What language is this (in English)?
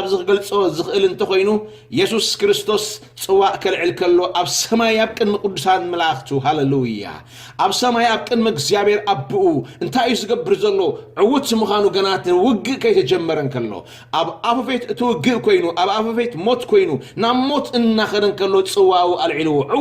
Tigrinya